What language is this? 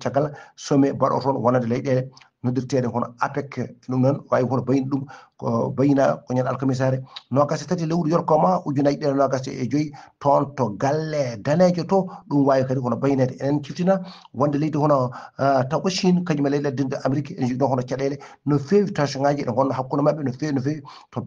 Fula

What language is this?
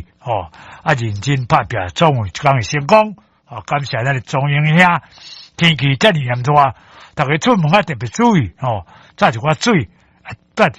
Min Nan Chinese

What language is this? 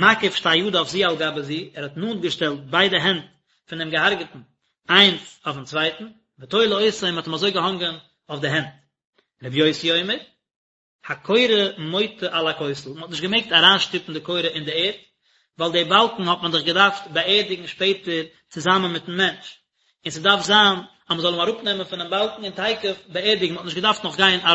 Yiddish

